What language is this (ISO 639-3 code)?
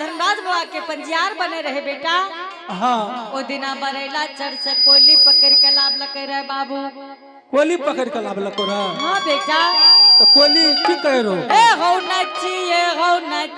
anp